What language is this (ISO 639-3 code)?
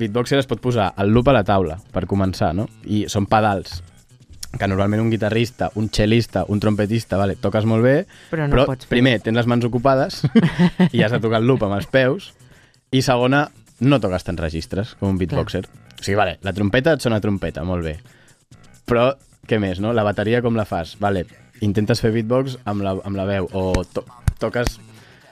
cat